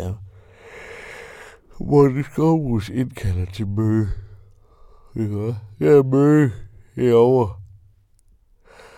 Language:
Danish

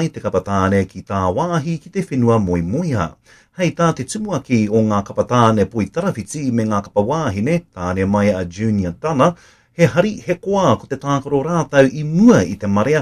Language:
Māori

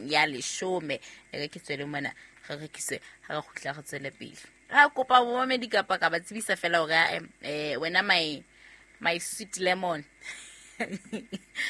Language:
Southern Sotho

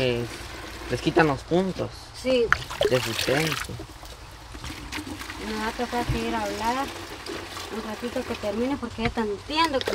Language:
Spanish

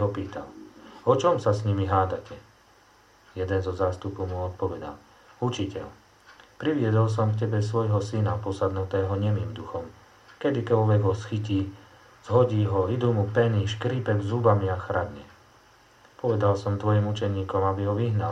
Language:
Slovak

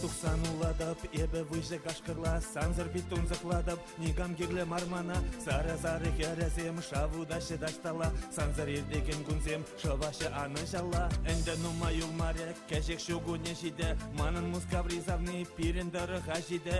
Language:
Chuvash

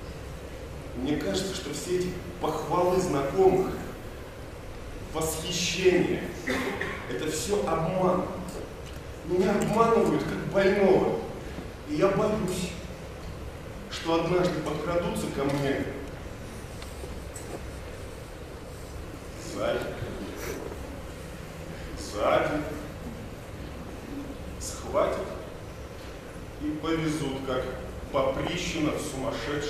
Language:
Russian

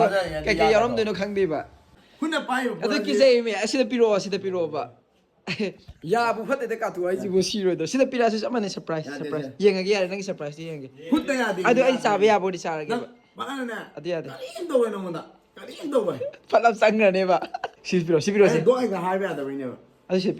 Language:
Manipuri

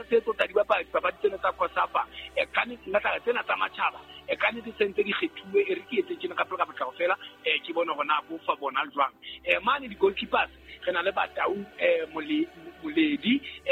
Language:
Southern Sotho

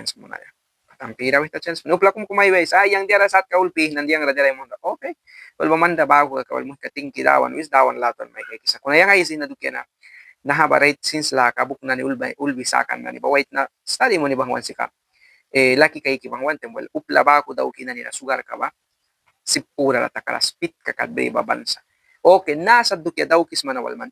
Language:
Mískito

